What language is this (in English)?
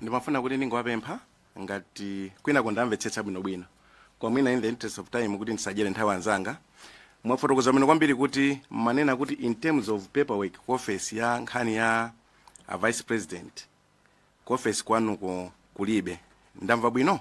Nyanja